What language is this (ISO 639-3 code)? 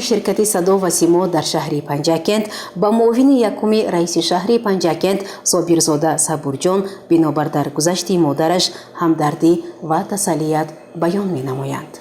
tgk